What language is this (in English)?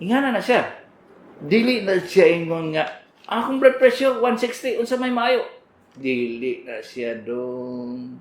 Cebuano